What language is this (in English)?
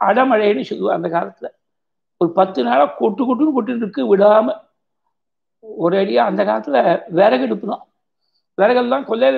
Tamil